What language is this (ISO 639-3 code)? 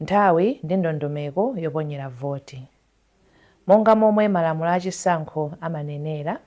nya